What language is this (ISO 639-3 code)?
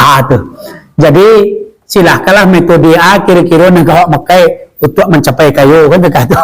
min